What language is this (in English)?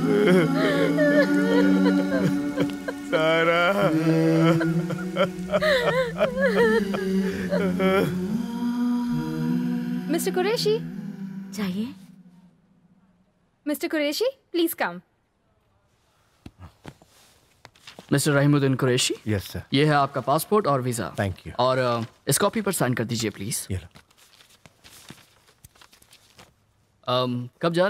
Hindi